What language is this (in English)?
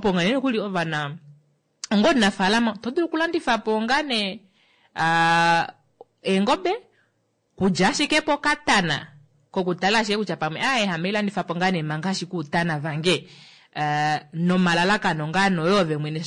Kuanyama